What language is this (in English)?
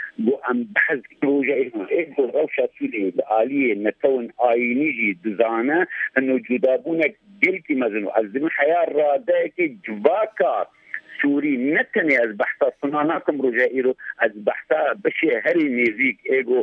Kurdish